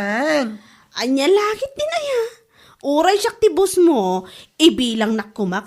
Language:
Iloko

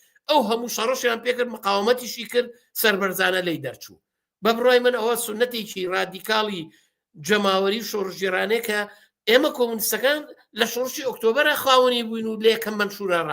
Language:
Central Kurdish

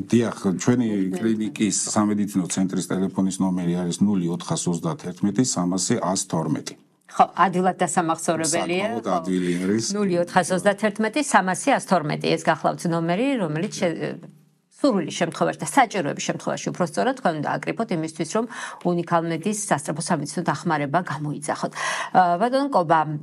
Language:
Georgian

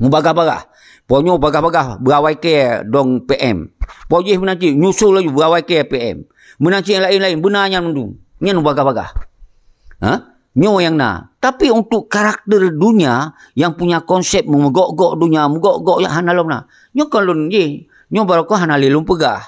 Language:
Achinese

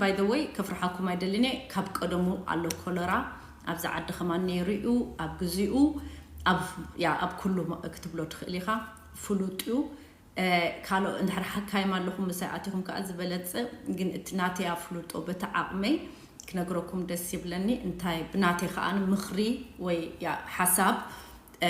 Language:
Tigrinya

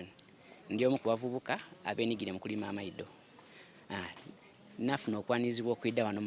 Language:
Soga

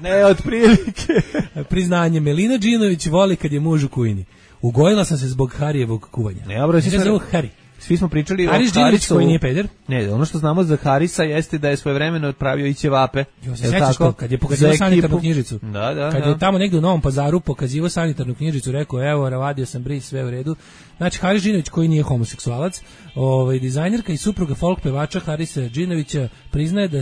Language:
Serbian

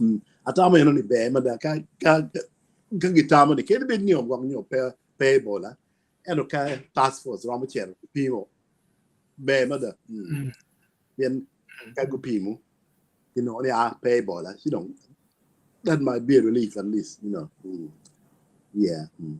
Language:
Acoli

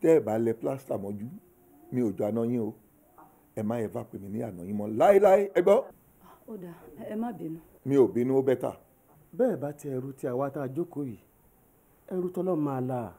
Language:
Yoruba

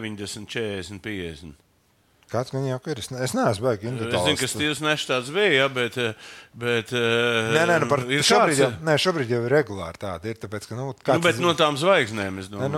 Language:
Latvian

